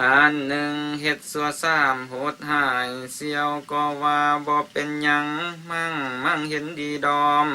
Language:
Lao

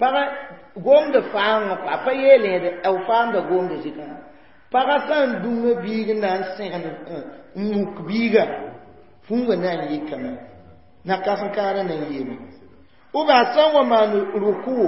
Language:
Mossi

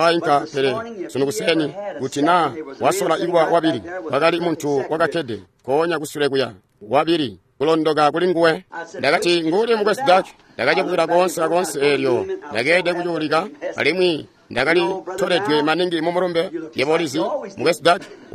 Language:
Tonga (Zambia)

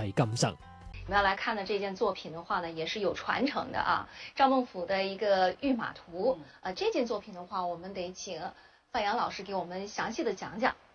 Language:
Chinese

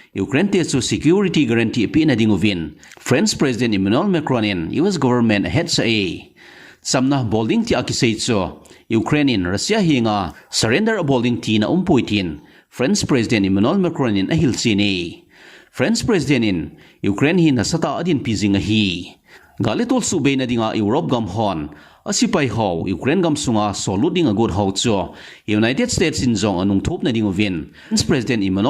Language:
Thado Chin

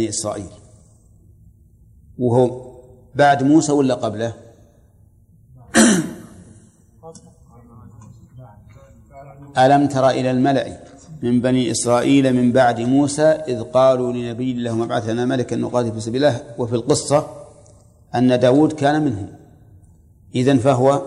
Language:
Arabic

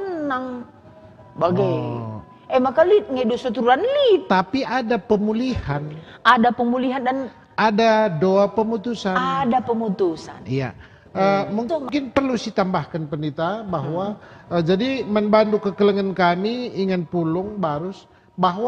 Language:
Batak Karo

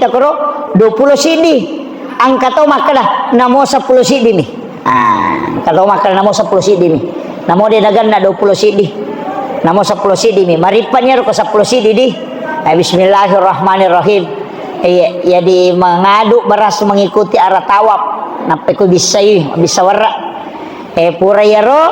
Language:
Buginese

